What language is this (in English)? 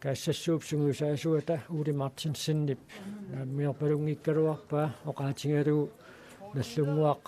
Kalaallisut